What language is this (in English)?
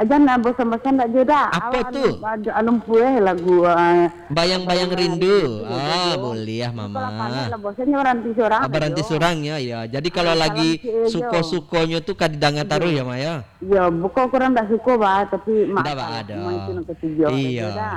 Minangkabau